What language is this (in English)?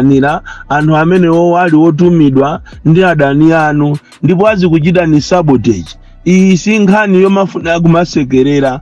Nyanja